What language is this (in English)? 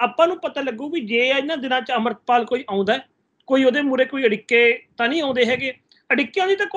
Punjabi